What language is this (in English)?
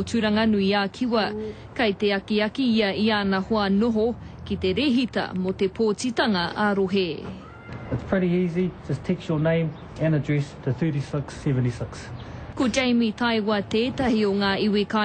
Māori